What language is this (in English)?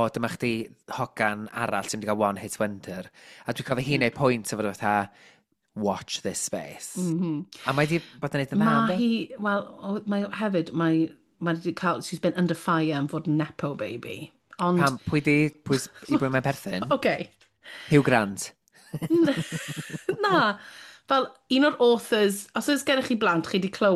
Welsh